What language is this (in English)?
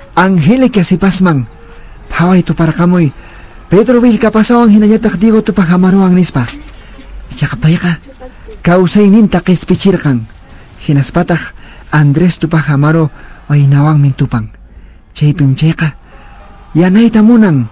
Quechua